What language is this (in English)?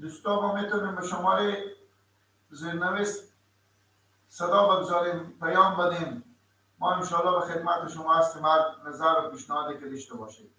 Persian